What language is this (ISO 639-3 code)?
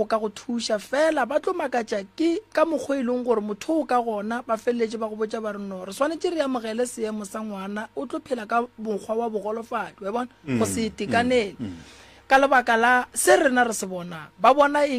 nso